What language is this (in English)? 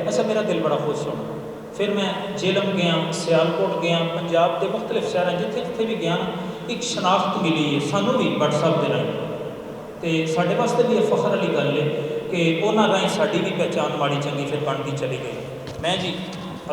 Western Panjabi